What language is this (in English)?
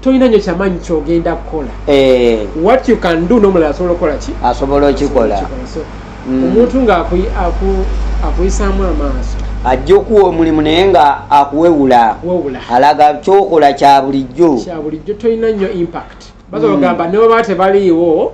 Ganda